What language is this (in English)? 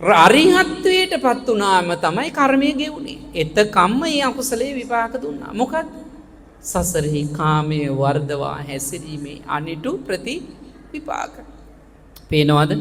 Sinhala